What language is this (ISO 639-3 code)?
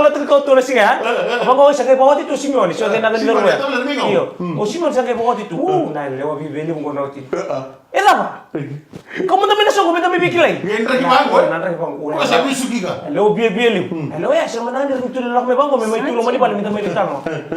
fij